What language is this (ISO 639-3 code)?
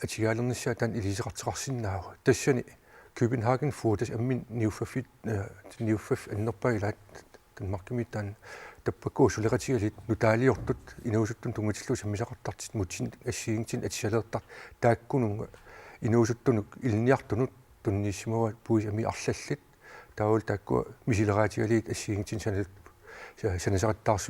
kal